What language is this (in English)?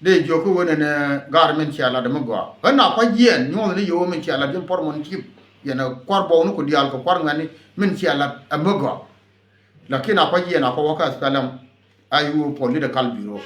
Nuer